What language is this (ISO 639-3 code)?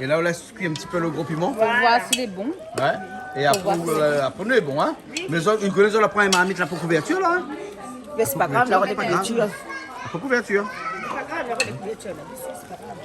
rcf